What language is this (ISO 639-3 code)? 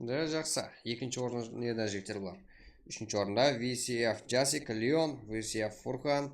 kaa